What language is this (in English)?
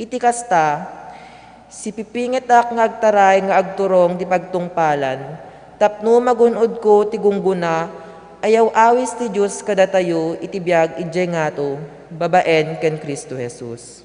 Iloko